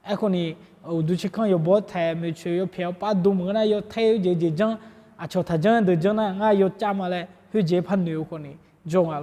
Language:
Akha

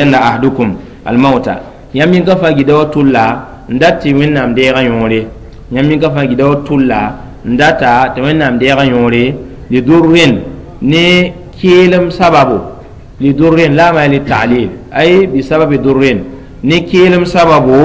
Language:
Mossi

